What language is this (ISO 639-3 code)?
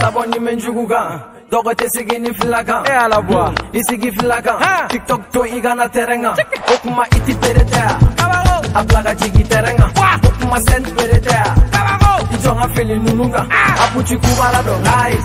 bam